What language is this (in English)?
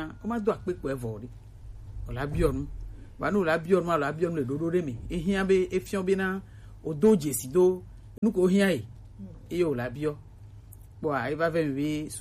Gen